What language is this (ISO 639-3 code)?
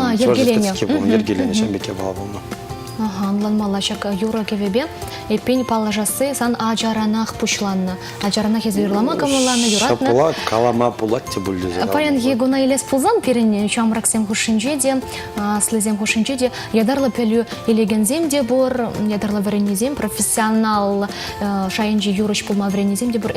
chv